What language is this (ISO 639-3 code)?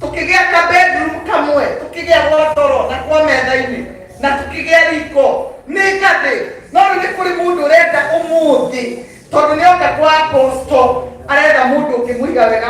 kik